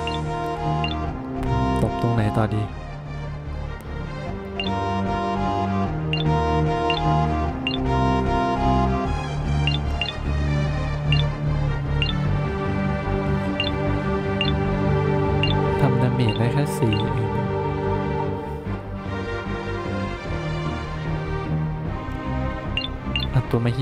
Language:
Thai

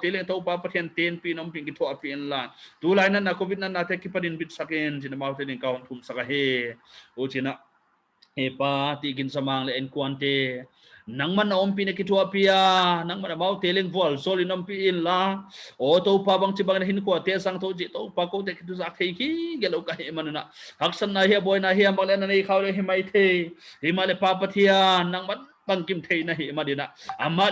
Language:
Paite Chin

